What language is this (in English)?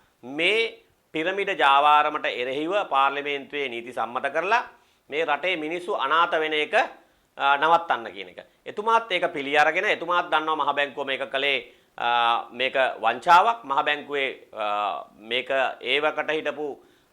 Sinhala